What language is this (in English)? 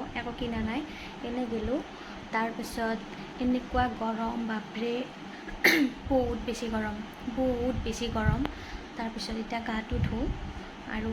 Assamese